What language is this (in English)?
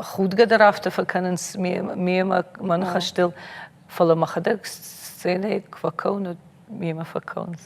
Ossetic